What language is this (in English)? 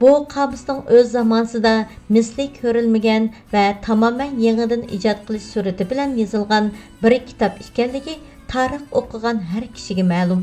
Uyghur